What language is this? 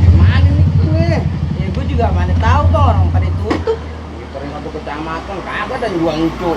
Betawi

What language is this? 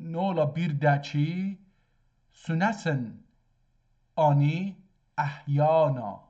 South Azerbaijani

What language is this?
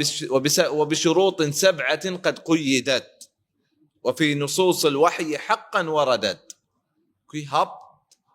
Baluchi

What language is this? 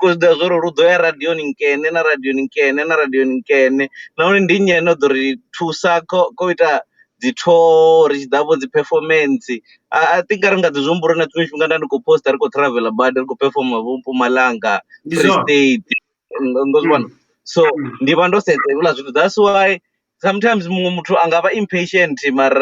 Venda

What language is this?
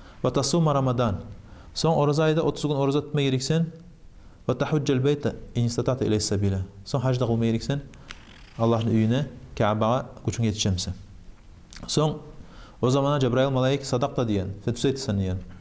Kumyk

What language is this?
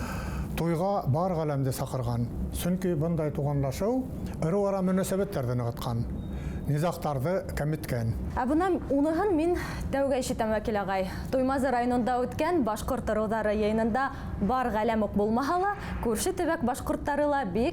Bashkir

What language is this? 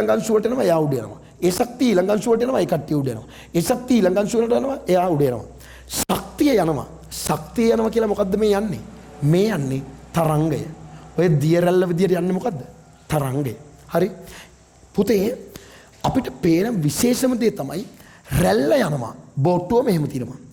Sinhala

